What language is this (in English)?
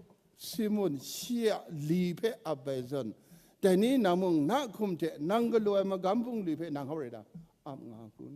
Kachin